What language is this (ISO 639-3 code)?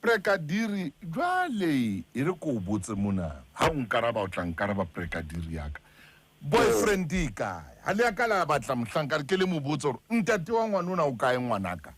sot